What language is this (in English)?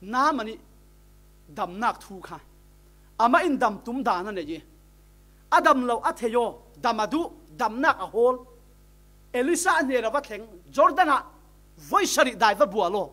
Falam Chin